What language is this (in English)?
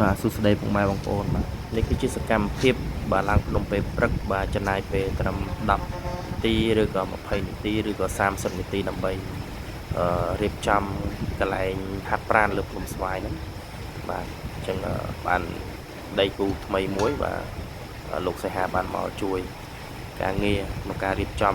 Khmer